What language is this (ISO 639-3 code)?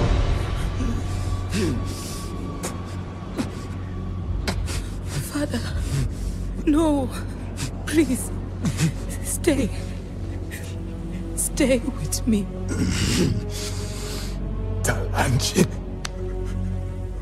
eng